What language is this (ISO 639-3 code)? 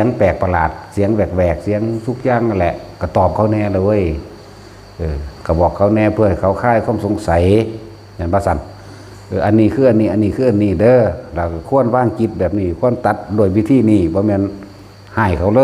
lao